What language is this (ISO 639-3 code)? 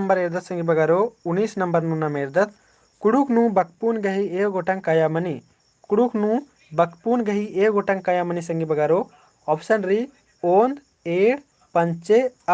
kru